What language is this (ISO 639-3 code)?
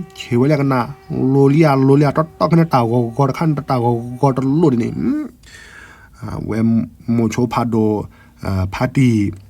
ksw